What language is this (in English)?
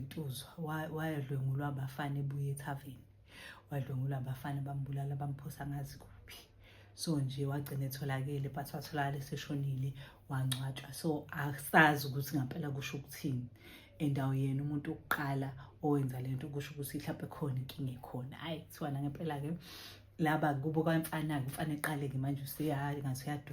Zulu